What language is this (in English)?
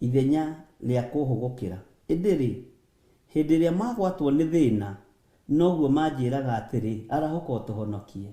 Kikuyu